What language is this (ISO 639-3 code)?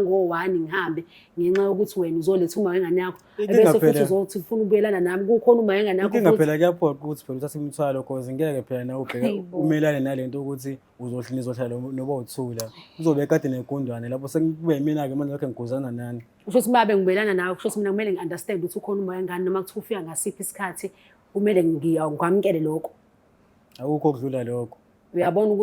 zul